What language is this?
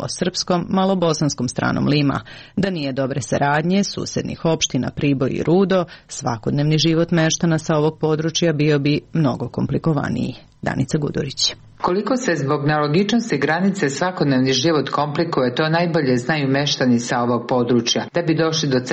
Serbian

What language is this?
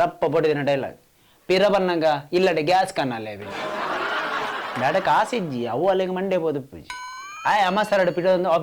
Tulu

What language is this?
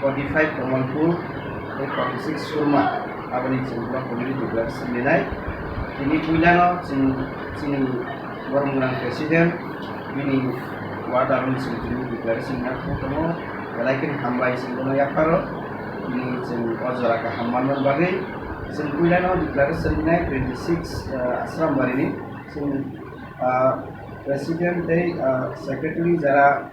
Kok Borok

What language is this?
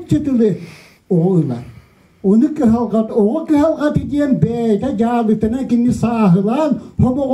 Yakut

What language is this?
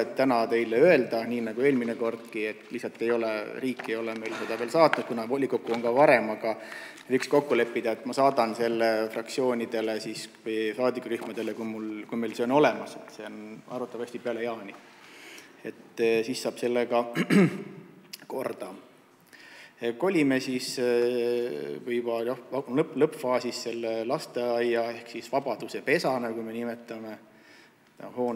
Estonian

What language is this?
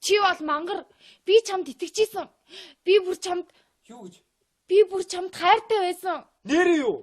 Mongolian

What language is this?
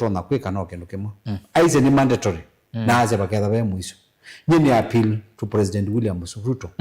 Kamba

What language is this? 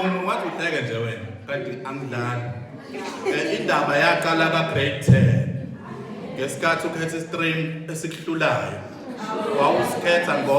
Zulu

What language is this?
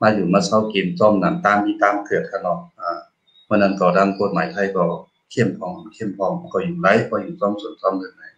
Shan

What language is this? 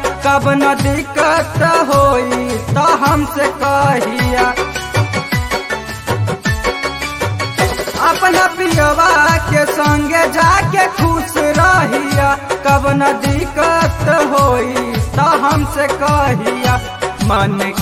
Bhojpuri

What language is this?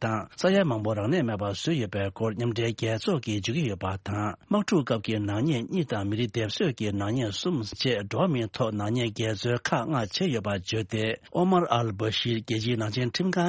Tibetan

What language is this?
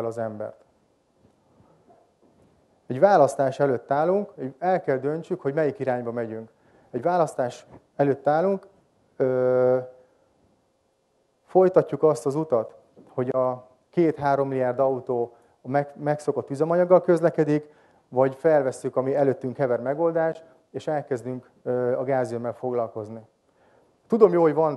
Hungarian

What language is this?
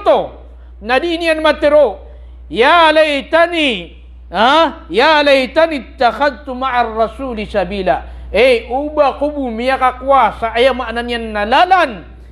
Maranao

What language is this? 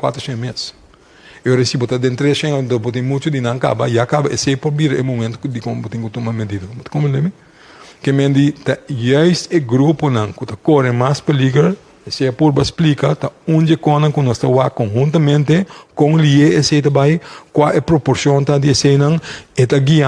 Papiamento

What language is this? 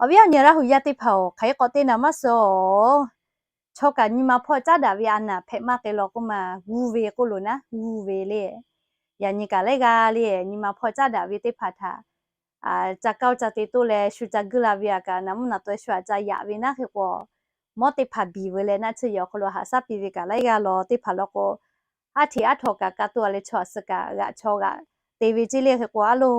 Lahu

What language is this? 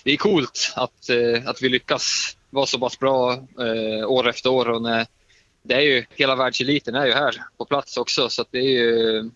Swedish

